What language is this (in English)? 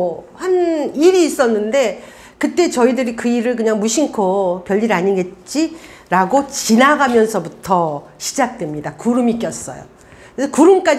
Korean